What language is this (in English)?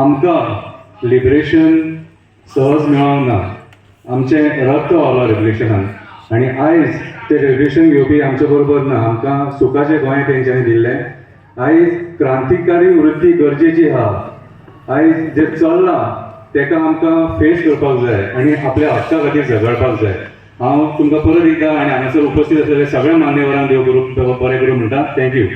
Konkani